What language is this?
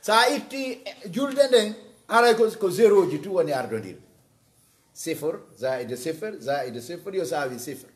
Pular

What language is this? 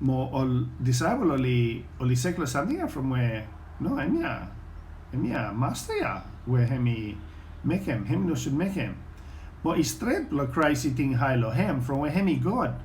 Bislama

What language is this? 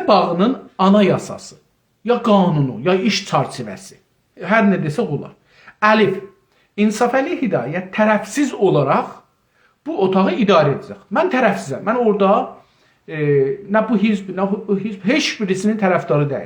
South Azerbaijani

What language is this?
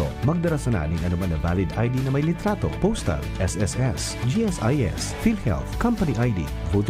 Bikol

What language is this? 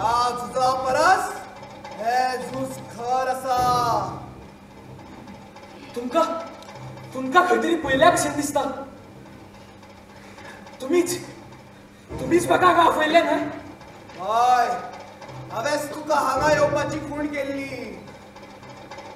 Konkani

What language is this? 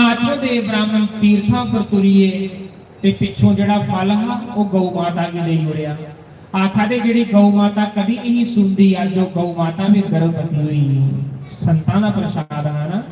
Dogri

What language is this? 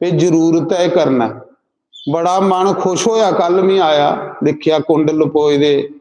Dogri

